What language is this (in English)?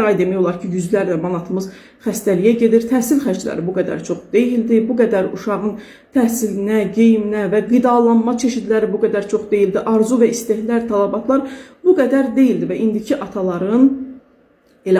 Azerbaijani